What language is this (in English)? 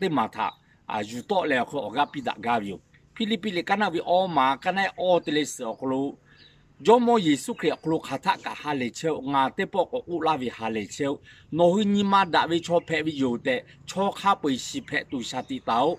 Lahu